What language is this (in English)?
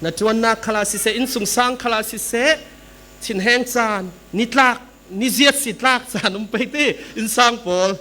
Falam Chin